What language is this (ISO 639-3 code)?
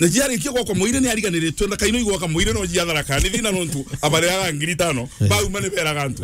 mer